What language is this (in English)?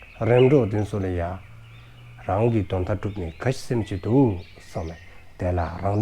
Dzongkha